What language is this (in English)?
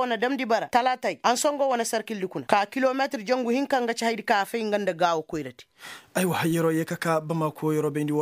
Koyraboro Senni